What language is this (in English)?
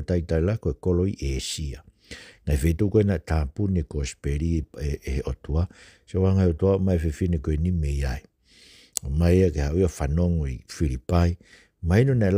Tongan